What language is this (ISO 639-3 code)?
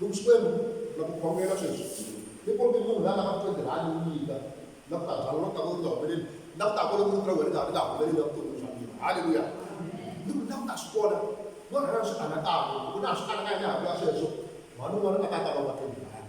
tso